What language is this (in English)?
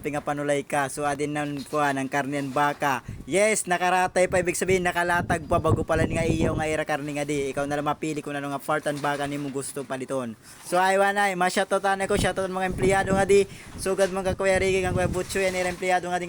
Waray